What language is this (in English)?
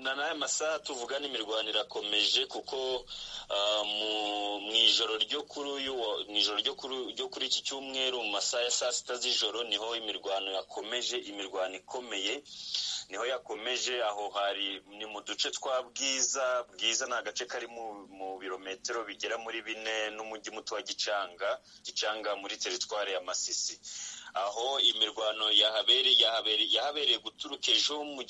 Kinyarwanda